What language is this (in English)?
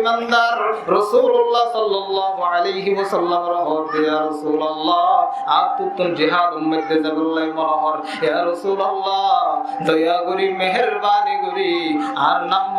Rohingya